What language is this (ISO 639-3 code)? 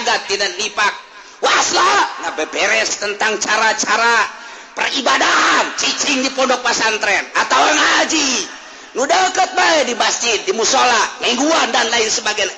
sun